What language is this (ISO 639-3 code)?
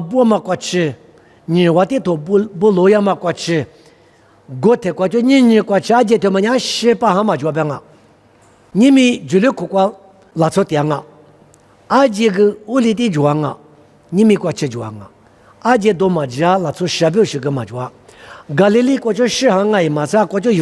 lis